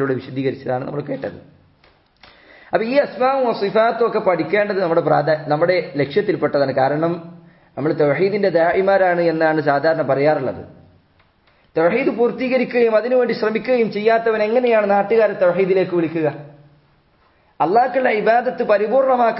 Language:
Malayalam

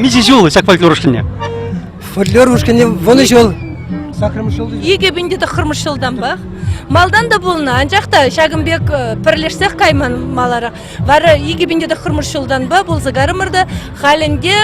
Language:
Chuvash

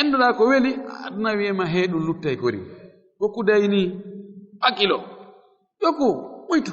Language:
Fula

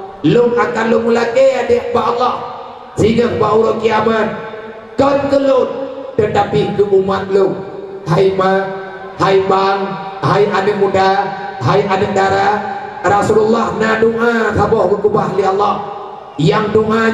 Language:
Achinese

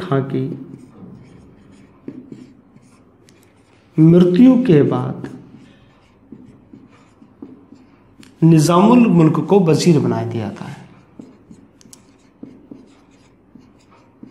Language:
Hindi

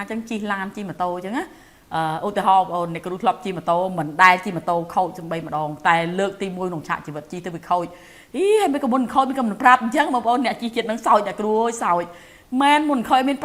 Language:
Khmer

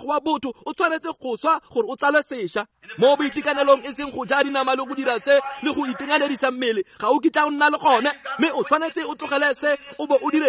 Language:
Tswana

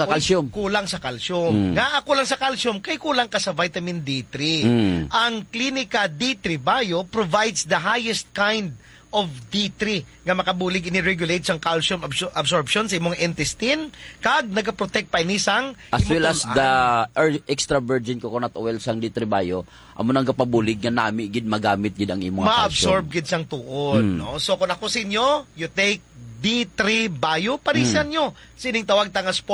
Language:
Hiligaynon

